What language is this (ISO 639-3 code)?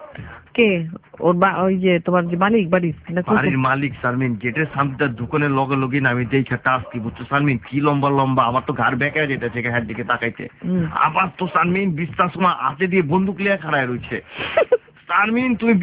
ben